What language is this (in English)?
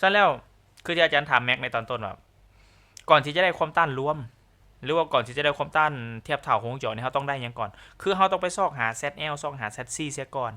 Lao